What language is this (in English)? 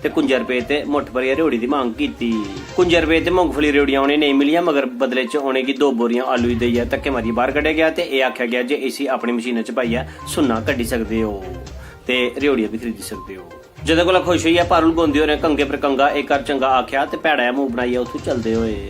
Dogri